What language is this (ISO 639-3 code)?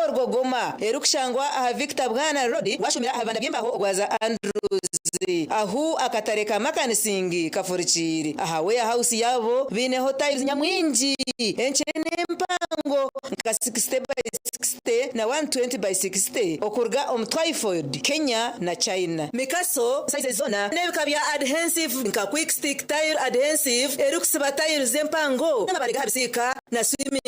nyn